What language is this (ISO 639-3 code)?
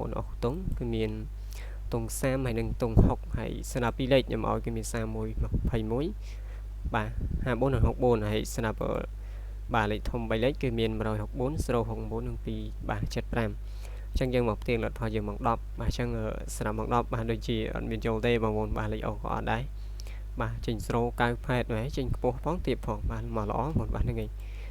khm